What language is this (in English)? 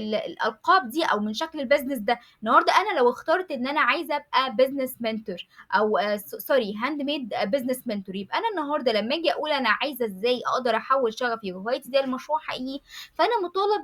Egyptian Arabic